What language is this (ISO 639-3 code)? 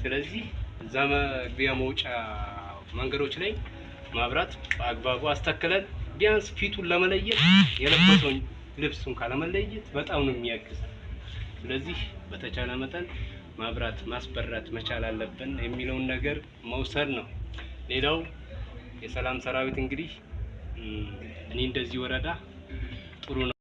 amh